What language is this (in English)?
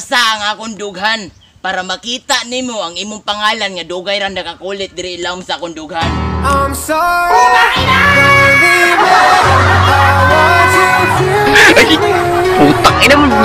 Cebuano